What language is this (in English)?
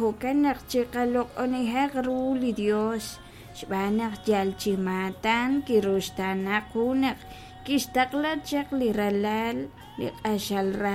Kekchí